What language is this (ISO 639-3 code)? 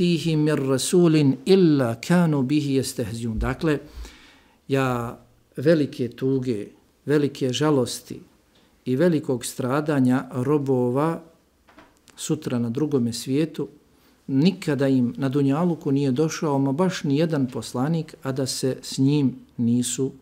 bos